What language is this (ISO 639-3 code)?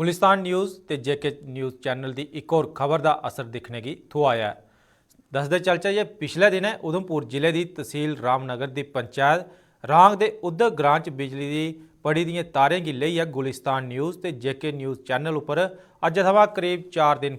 doi